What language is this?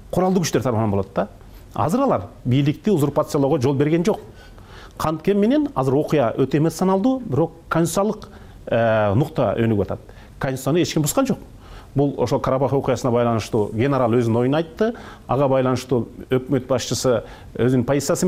Kyrgyz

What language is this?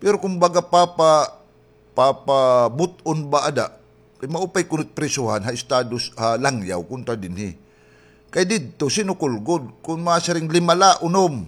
Waray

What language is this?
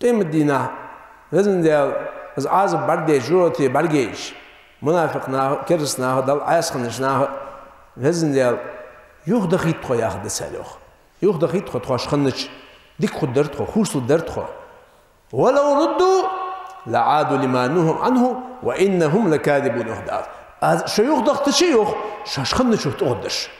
Ingush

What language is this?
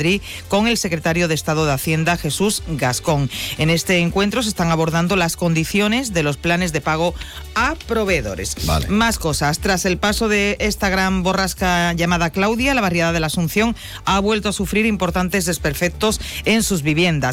Spanish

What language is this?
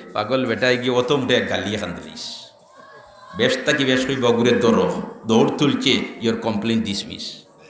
Sylheti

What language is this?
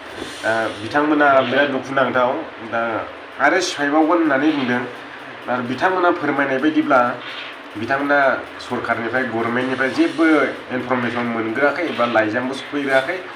Bodo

